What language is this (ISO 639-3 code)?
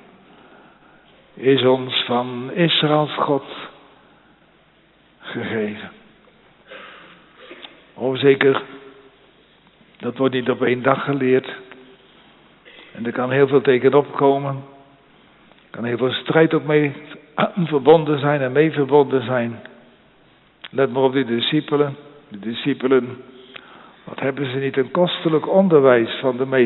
nld